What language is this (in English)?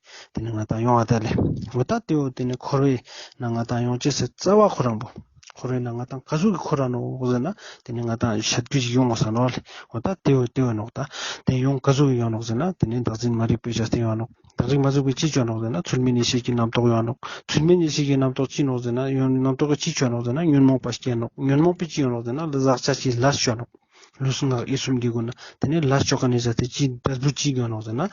Ladakhi